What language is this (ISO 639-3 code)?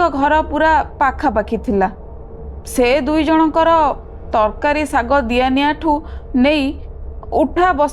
ori